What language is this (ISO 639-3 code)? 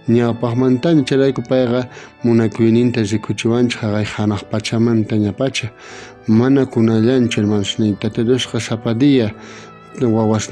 quh